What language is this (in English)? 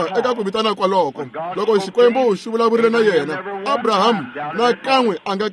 Tsonga